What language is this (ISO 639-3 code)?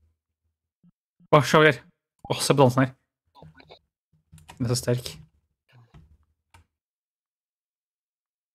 nor